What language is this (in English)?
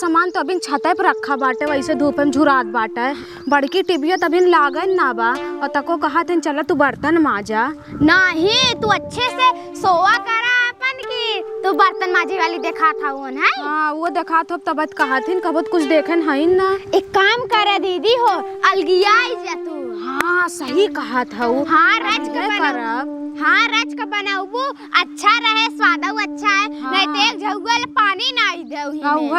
Awadhi